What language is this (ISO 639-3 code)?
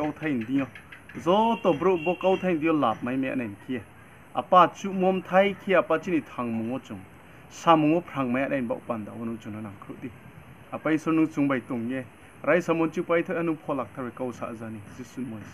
ria